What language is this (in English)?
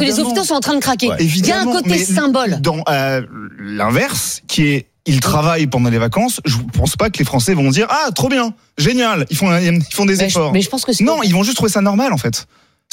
French